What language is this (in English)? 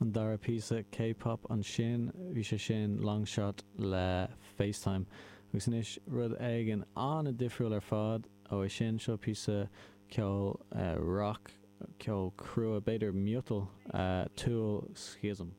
Irish